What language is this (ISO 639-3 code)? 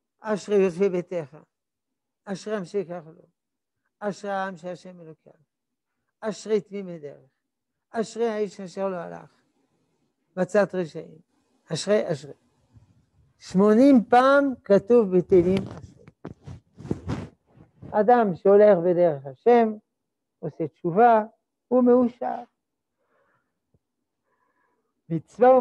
heb